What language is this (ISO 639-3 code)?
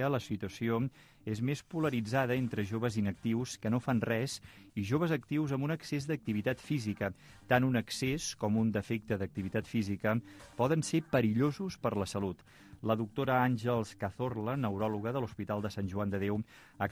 cat